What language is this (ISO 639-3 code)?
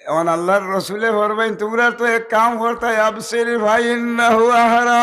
syl